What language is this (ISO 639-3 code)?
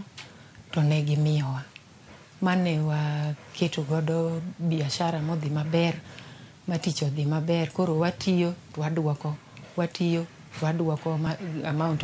luo